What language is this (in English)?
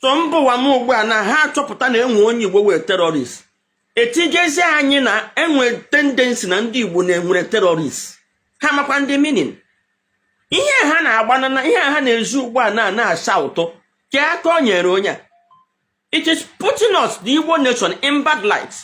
Igbo